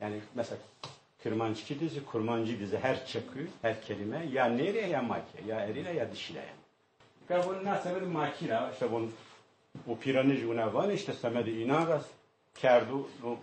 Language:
Zaza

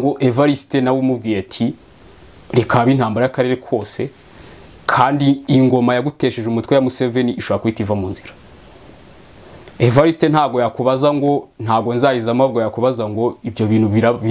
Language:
Kinyarwanda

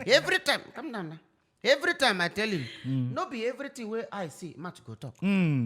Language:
Nigerian Pidgin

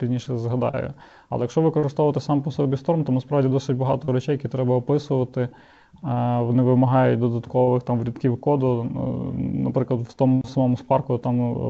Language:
Ukrainian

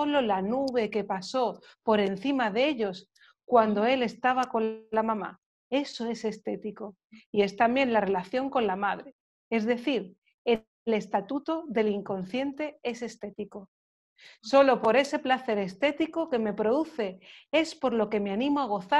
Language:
Spanish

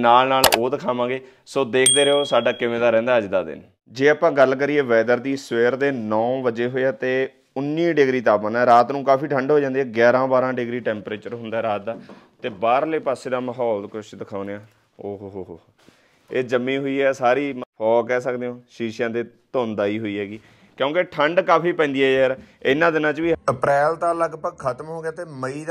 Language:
Punjabi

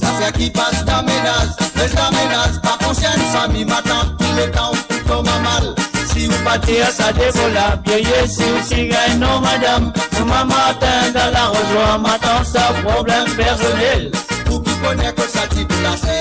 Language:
Morisyen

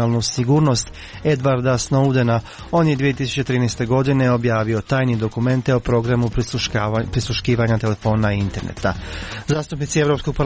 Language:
Croatian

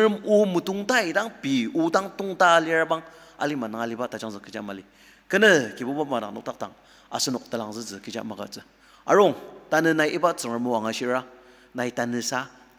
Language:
Ao Naga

